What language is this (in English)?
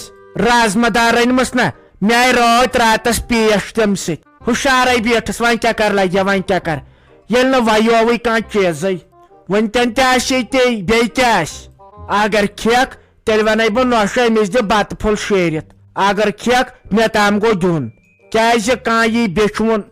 Kashmiri